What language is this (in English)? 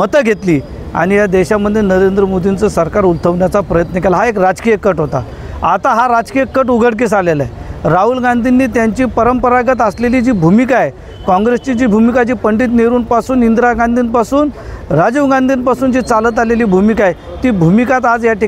Marathi